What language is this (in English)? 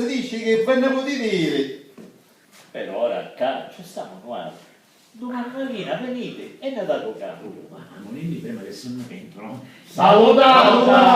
Sicilian